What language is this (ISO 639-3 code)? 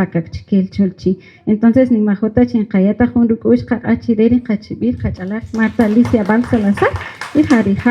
cak